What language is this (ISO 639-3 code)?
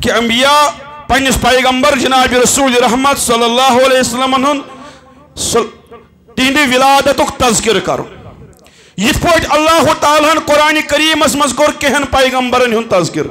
kas